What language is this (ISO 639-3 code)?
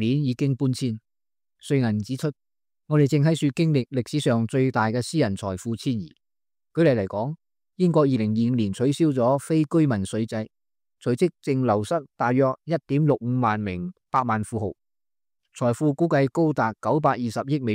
yue